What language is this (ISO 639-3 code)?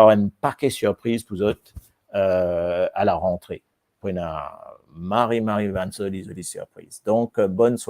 mfe